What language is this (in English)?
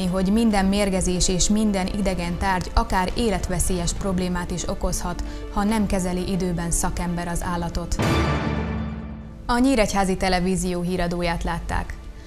Hungarian